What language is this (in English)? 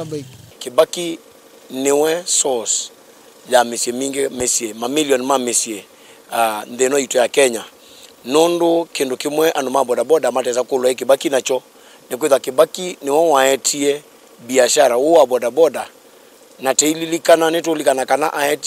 Kamba